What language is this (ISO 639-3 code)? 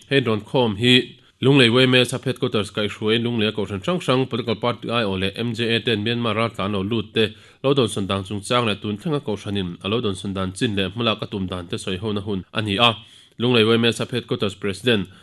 lus